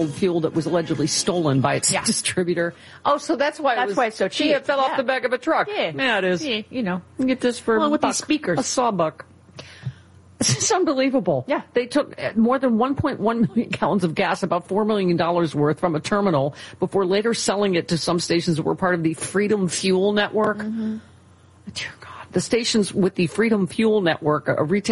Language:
English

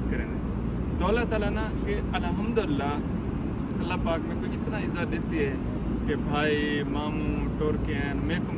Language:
Saraiki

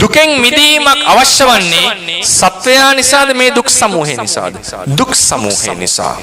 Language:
Sinhala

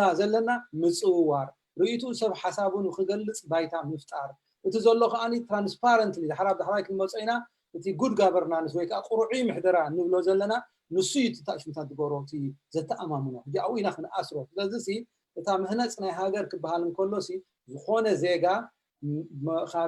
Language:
Tigrinya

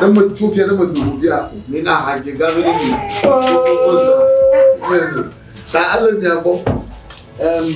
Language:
Ewe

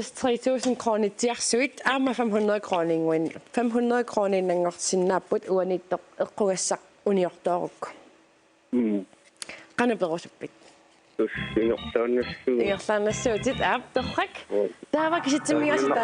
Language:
Kalaallisut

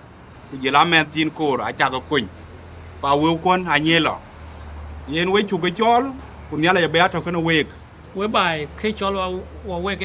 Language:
Dinka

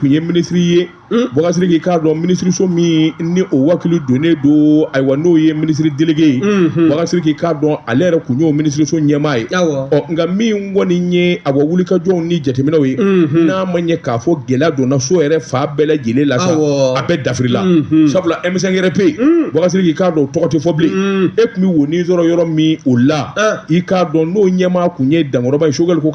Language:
Bambara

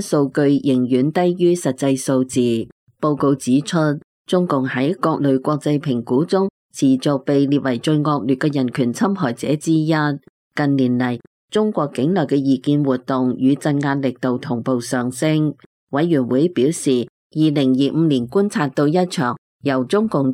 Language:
Cantonese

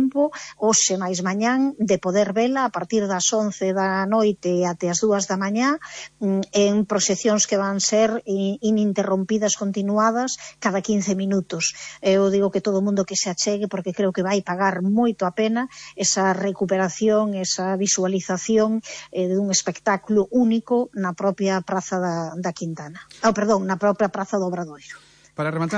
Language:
Galician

